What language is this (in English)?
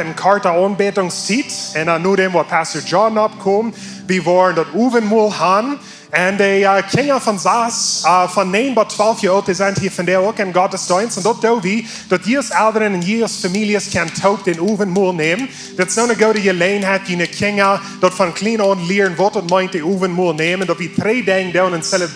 Plautdietsch